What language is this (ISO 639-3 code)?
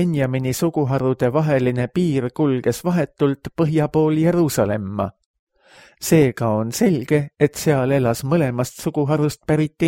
est